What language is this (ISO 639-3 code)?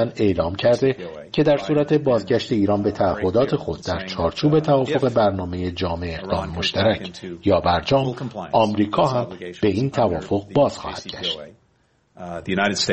fas